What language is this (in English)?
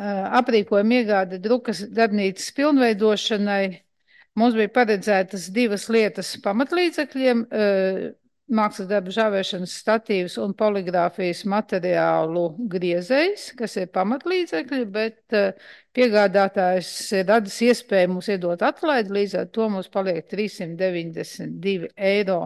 Latvian